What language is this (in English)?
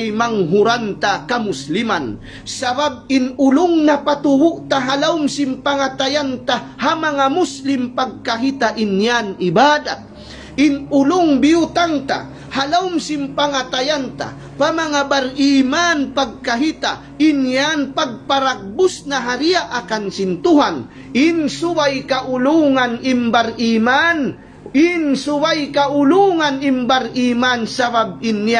Tausug